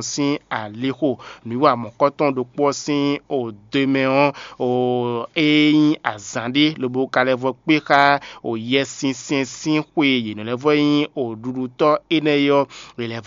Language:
Fon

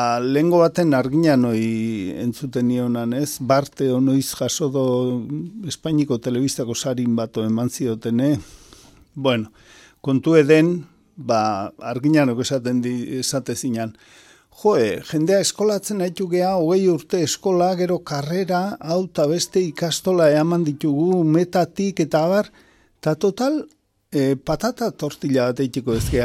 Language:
Basque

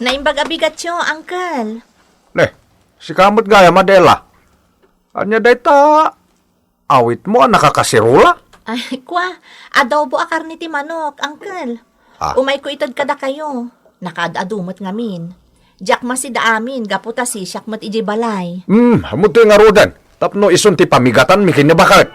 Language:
Iloko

